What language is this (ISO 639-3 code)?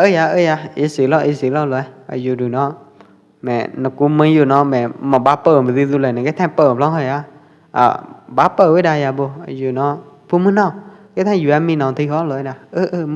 kjp